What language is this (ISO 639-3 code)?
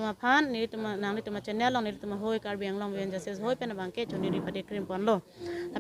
mjw